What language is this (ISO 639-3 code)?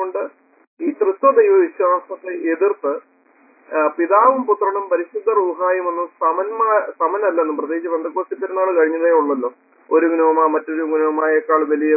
mal